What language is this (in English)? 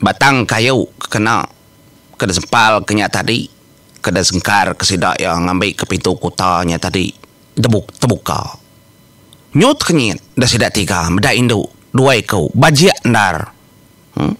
Iban